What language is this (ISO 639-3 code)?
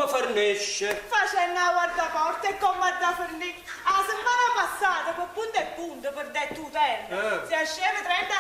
nap